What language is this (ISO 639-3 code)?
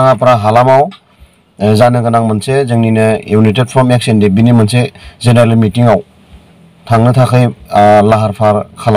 brx